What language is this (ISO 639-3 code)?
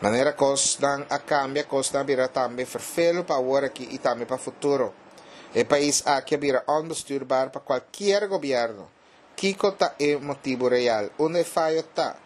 pap